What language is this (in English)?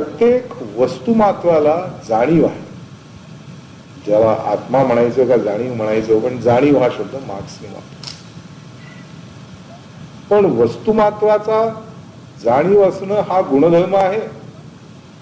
Marathi